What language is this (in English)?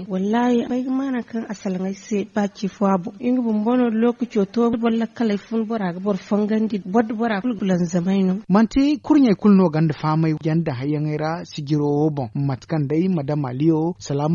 Zarma